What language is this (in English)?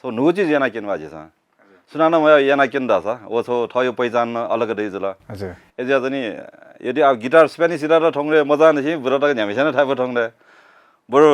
Newari